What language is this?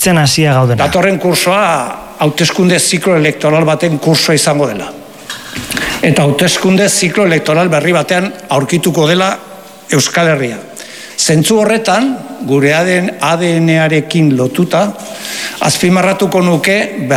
Basque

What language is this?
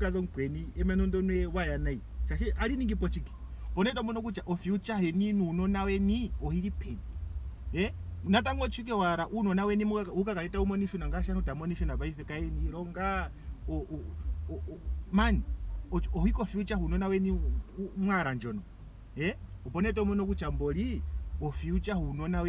Ndonga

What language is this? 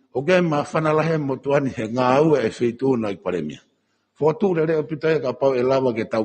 Tongan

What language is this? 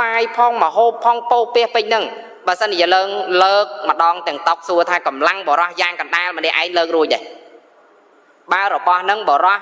Khmer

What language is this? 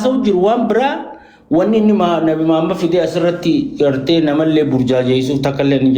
Oromo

